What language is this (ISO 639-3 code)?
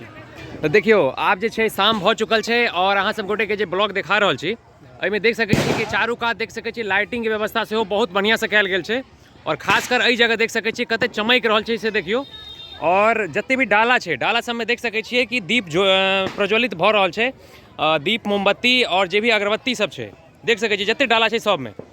mai